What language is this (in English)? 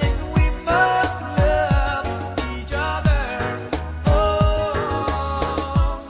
Pohnpeian